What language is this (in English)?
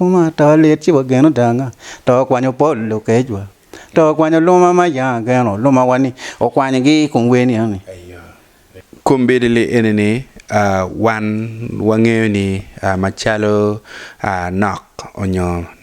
Acoli